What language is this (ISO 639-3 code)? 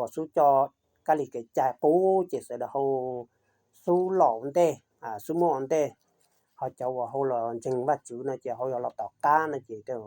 hmn